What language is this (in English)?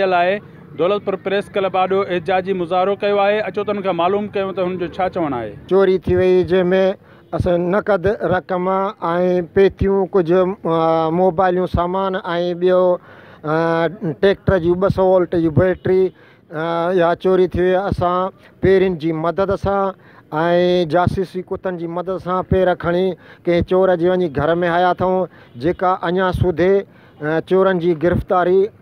Sindhi